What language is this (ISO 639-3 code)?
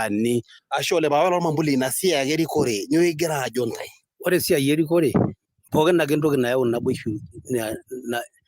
mas